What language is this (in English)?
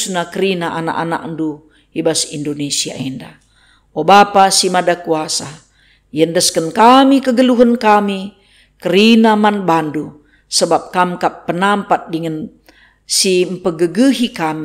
Batak Karo